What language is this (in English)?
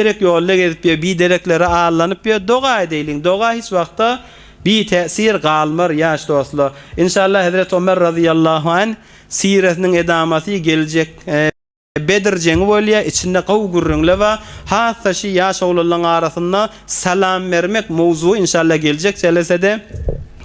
Turkmen